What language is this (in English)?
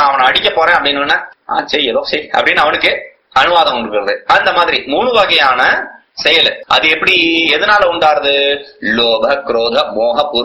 Tamil